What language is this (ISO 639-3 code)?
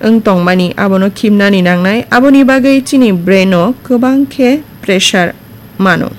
trp